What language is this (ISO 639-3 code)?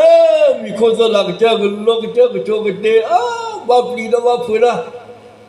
ksw